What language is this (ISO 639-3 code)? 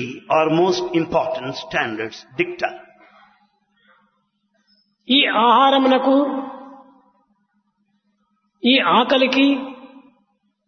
tel